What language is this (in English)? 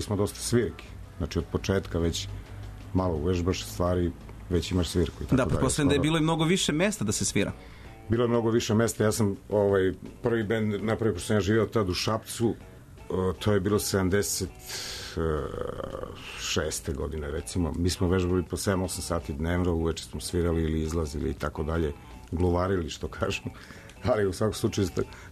Serbian